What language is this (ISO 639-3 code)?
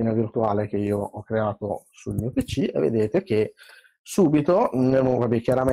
ita